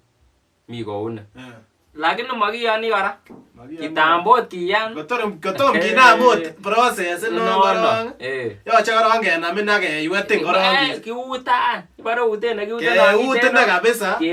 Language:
Kalenjin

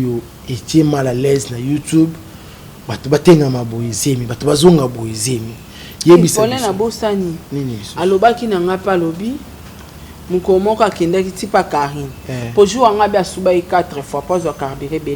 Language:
Lingala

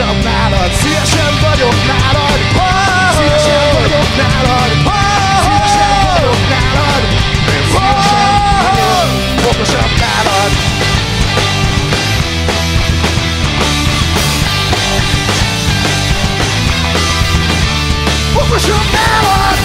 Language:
Hungarian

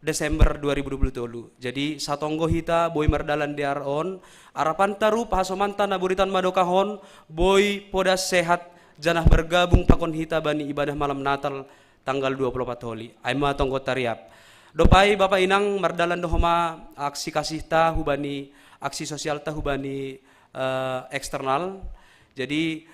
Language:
Batak Simalungun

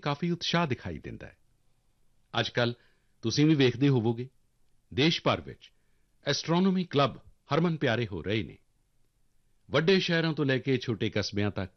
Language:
Punjabi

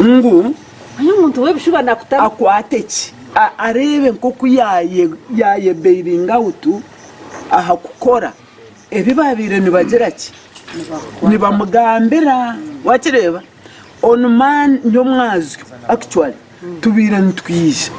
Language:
Nyankole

